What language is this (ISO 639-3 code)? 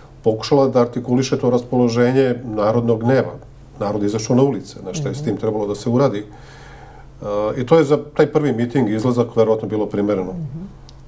srp